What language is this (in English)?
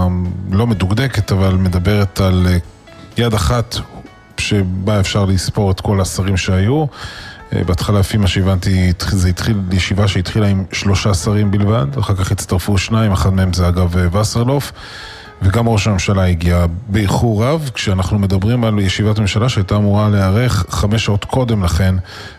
Hebrew